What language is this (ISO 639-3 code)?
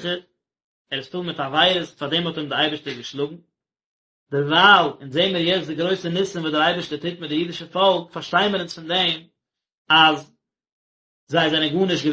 yid